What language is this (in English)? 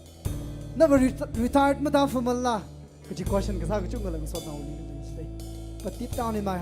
Tangkhul Naga (India)